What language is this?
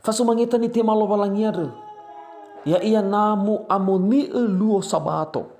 Nias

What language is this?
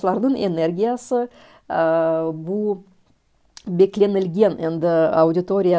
Crimean Tatar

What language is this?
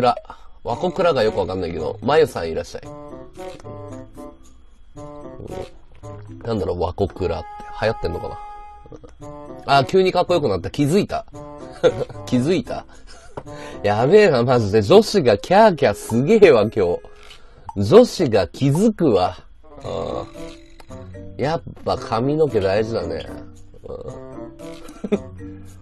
Japanese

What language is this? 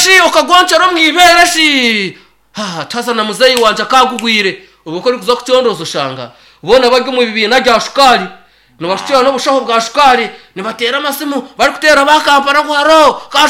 Nyankole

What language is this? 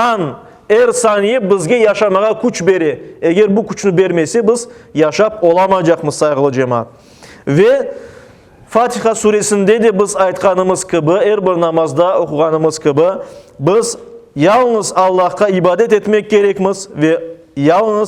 Crimean Tatar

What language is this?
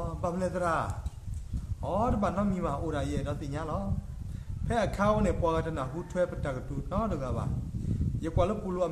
S'gaw Karen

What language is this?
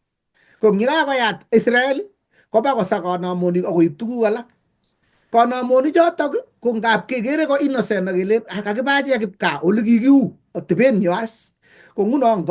Kalenjin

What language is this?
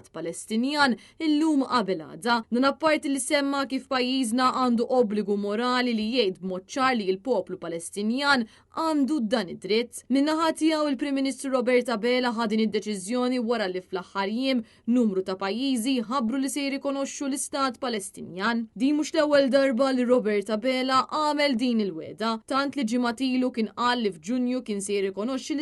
Maltese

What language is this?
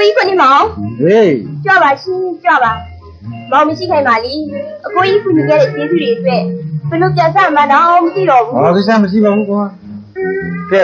Burmese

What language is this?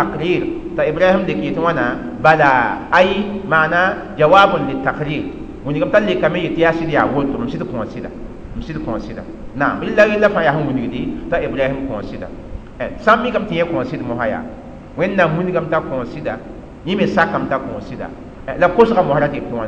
Mossi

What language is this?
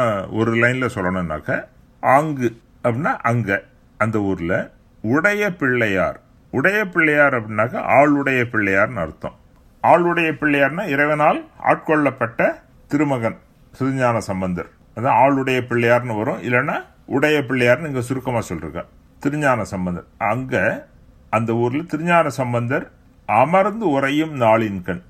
Tamil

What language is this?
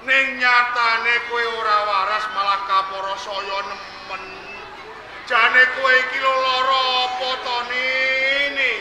Javanese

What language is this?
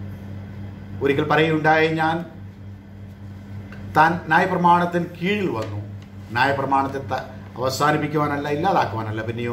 Malayalam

